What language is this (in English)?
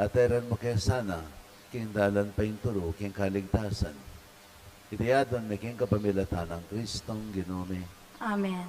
Pampanga